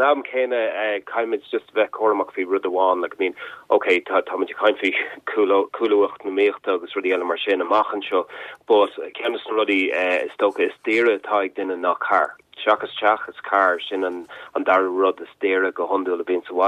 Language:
Irish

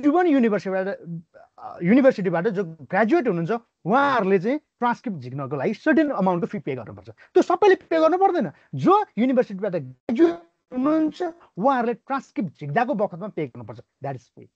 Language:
Nepali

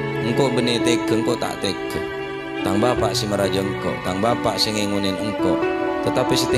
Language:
Madurese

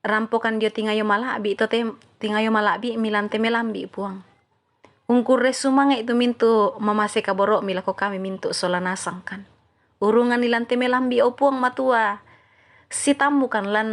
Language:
Toraja-Sa'dan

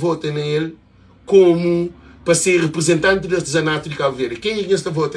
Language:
Kabuverdianu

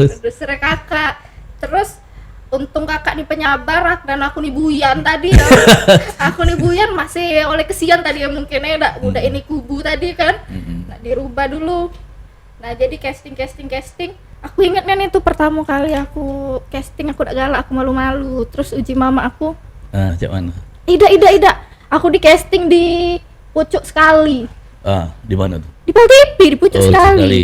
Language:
Musi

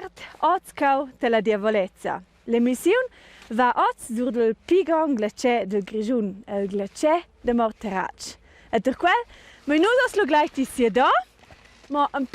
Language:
Romansh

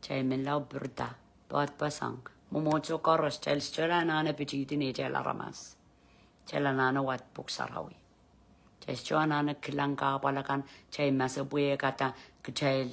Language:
Pohnpeian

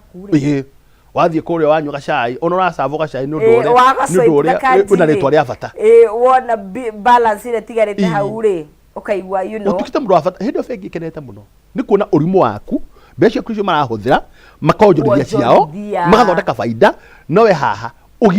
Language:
Kikuyu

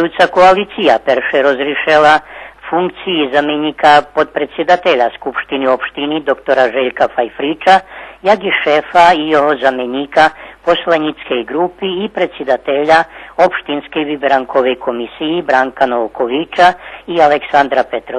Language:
Rusyn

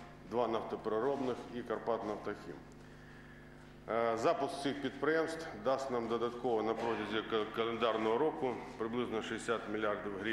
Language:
Ukrainian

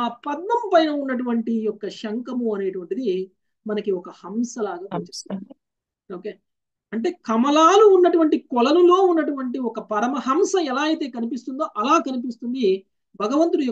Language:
Telugu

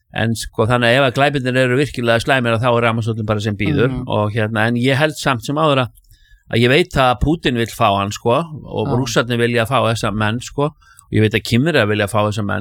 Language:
Icelandic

